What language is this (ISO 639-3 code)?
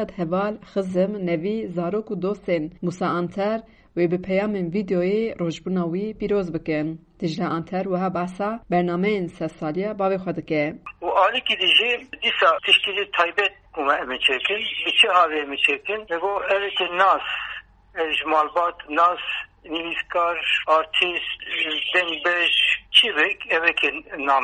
kur